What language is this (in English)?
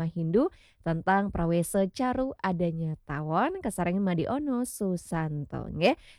Balinese